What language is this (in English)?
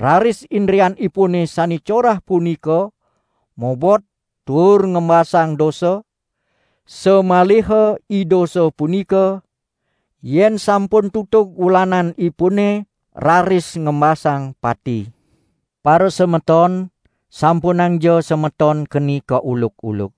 Balinese